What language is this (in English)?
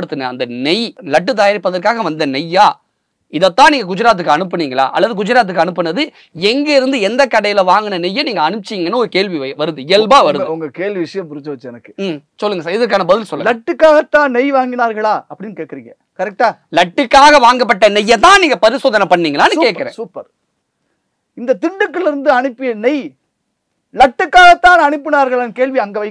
Tamil